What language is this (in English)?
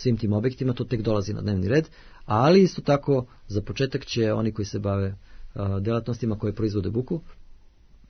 Serbian